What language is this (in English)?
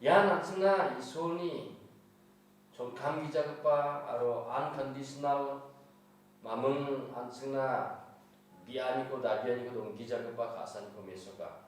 Garo